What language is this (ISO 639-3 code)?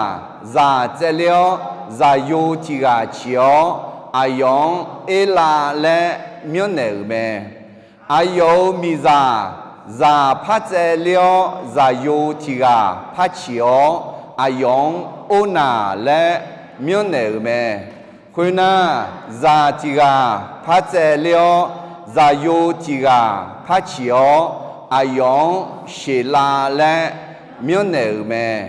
ahk